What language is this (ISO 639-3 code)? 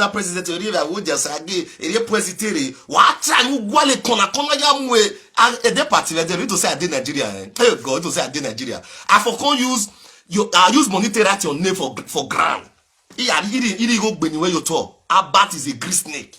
pcm